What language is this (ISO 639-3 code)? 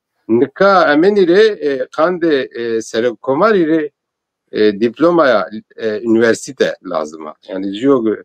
zza